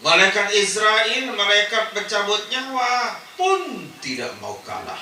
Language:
Sasak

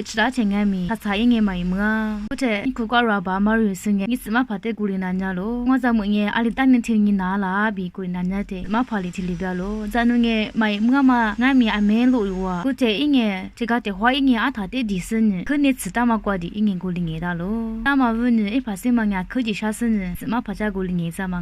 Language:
Lisu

